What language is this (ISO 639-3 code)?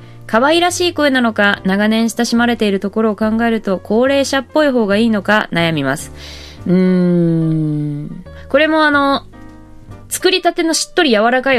jpn